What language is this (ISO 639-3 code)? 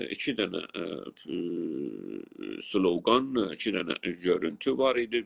azb